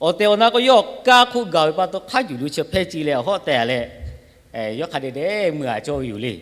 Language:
Lahu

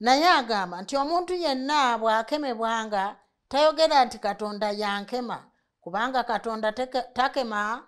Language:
Ganda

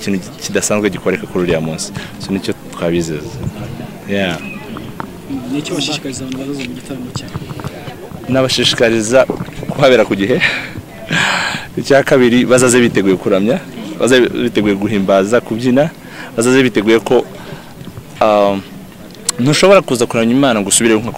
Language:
Kinyarwanda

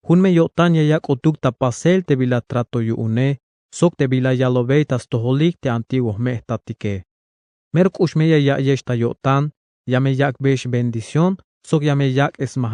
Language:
Tzeltal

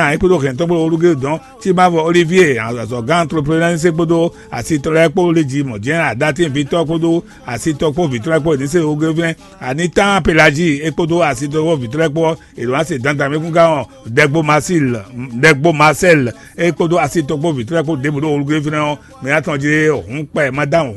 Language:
Fon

